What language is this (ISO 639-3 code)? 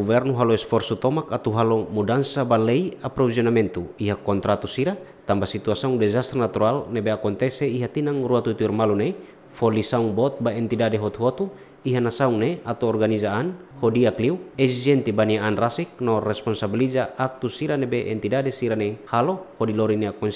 tet